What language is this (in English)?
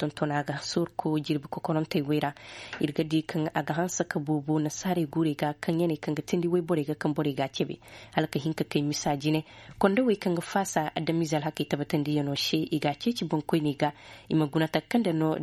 Zarma